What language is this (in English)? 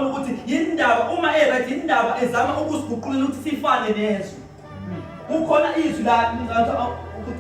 Zulu